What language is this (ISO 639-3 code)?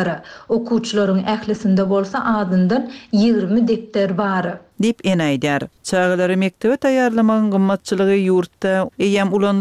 tuk